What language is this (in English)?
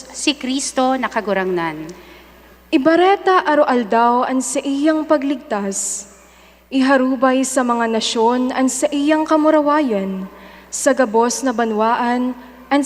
Bikol